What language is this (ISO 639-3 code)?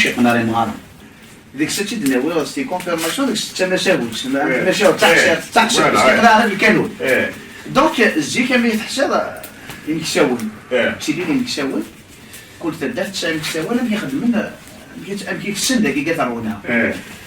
kab